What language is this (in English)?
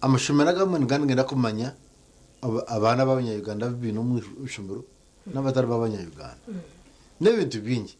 Nyankole